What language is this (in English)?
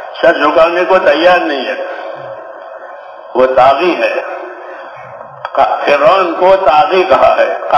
Urdu